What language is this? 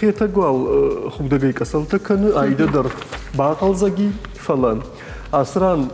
Ossetic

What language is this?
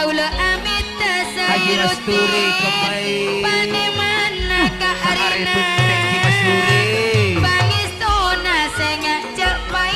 Madurese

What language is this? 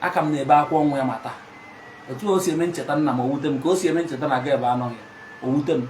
Igbo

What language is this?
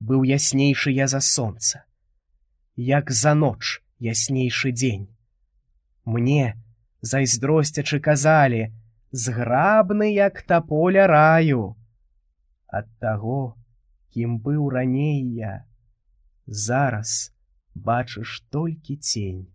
Belarusian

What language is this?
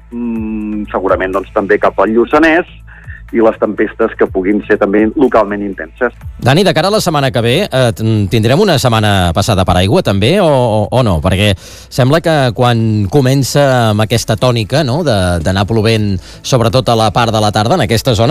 Catalan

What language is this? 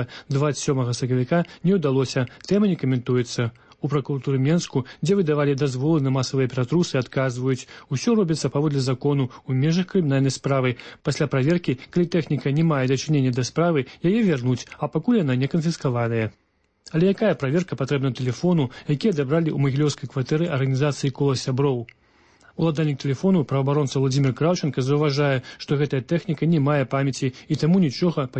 Belarusian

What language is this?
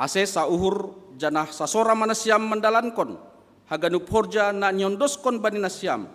Batak Simalungun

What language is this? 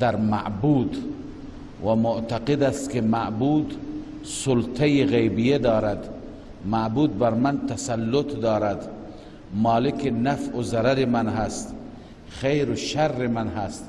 Persian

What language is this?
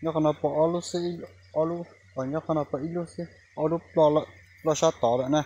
Hmong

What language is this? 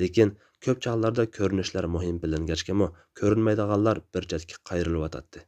Uyghur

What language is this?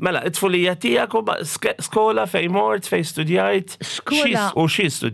Maltese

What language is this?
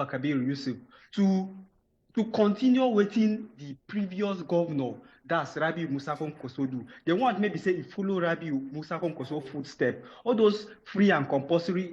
Nigerian Pidgin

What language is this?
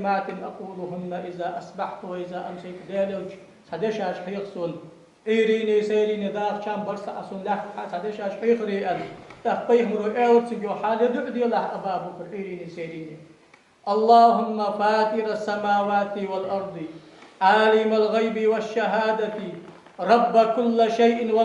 Ingush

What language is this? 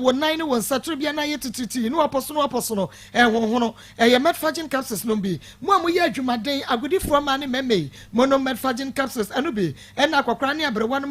Akan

